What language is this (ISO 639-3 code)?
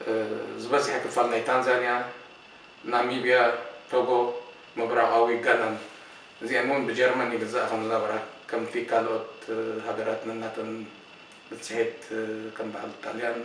tir